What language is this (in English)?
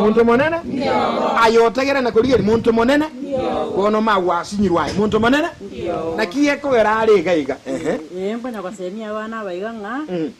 Gusii